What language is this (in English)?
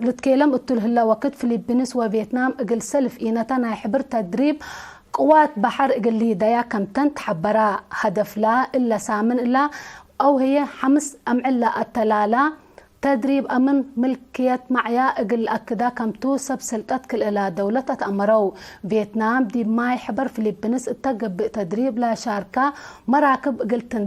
Tigre